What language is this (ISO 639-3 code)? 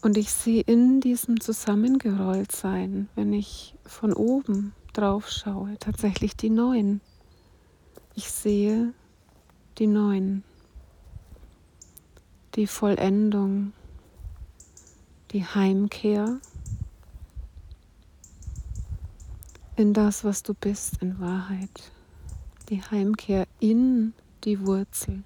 deu